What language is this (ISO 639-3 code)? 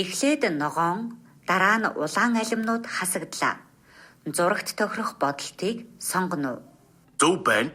mon